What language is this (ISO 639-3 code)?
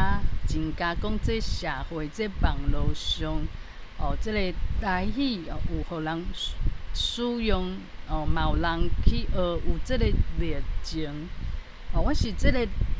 nan